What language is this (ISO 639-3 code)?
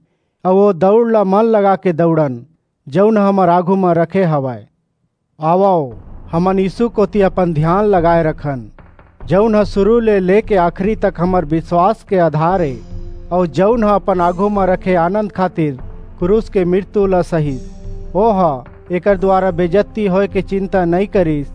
hne